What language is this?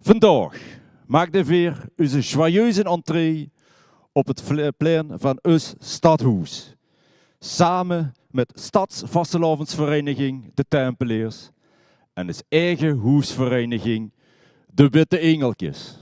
Limburgish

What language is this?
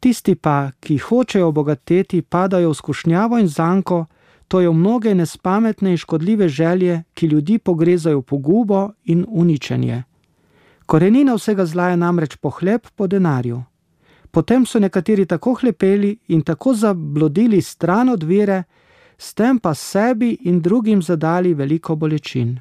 Slovenian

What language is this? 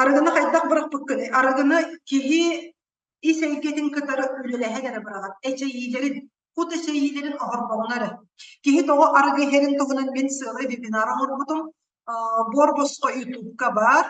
Yakut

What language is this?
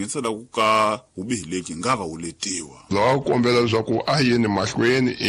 Tsonga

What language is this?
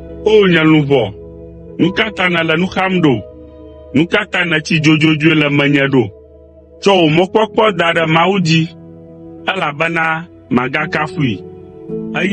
Ewe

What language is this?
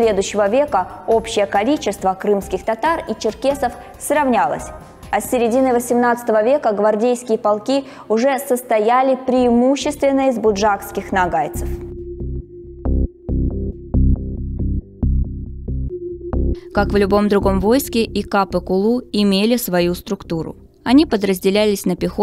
Russian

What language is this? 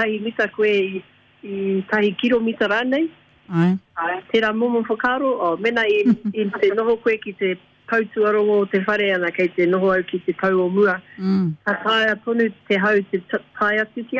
Māori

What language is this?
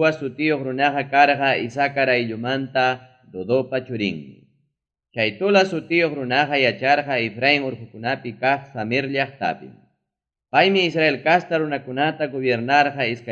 Ayacucho Quechua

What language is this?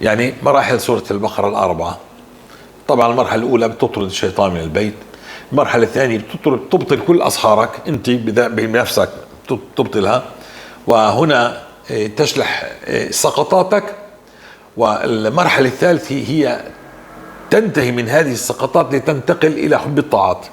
North Levantine Arabic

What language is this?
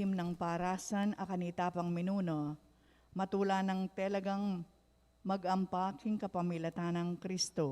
Pampanga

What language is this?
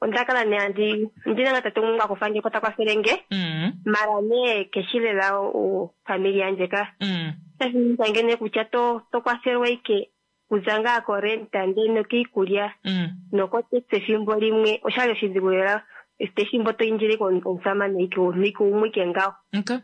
Kuanyama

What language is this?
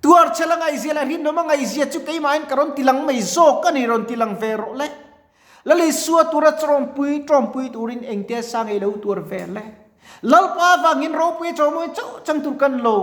Mizo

